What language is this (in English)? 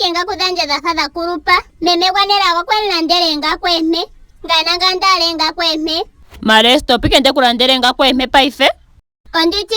Ndonga